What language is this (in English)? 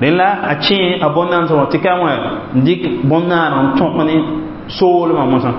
Mossi